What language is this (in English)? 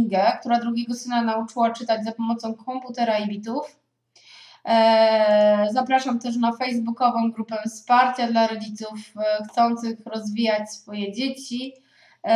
Polish